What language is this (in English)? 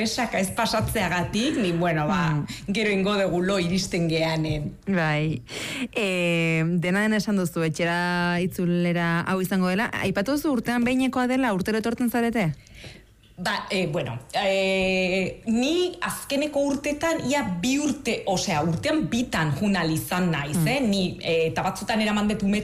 Basque